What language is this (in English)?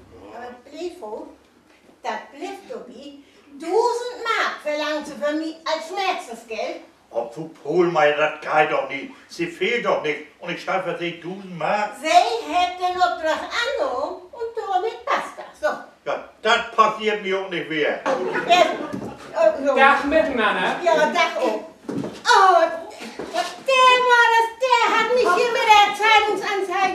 Low German